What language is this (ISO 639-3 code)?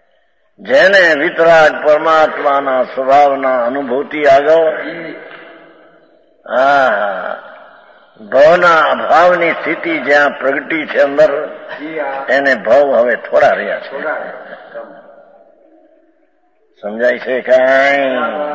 guj